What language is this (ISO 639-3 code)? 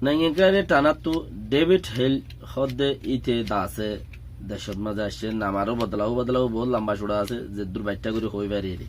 rhg